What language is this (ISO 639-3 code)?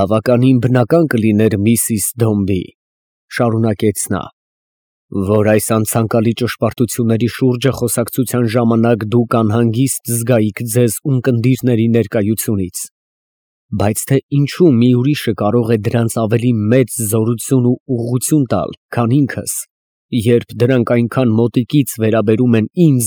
hye